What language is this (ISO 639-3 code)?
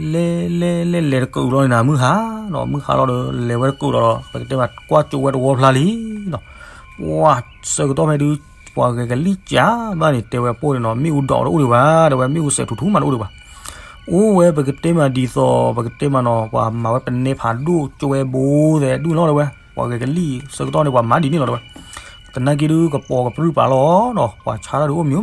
ksw